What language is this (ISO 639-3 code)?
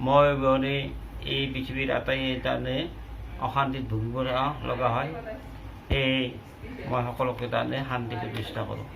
asm